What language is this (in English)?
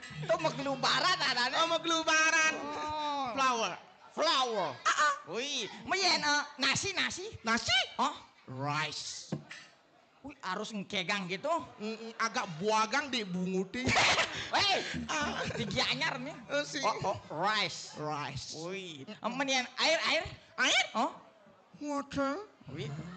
Balinese